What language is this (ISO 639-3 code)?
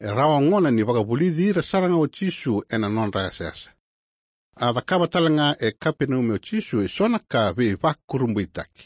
fij